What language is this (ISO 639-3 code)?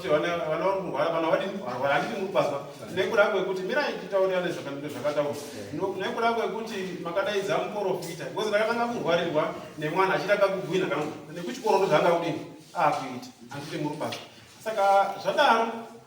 sna